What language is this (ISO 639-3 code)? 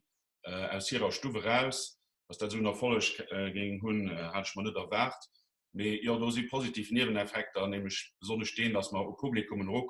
ltz